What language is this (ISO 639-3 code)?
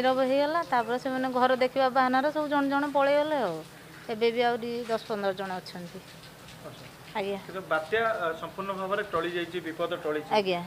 ori